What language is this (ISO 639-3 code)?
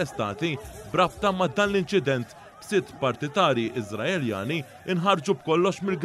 mlt